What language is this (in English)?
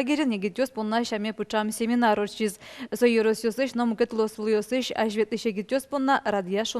Udmurt